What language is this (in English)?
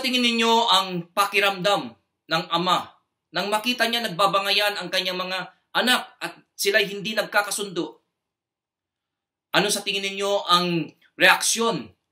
Filipino